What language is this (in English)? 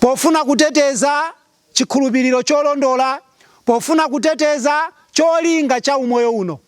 Nyanja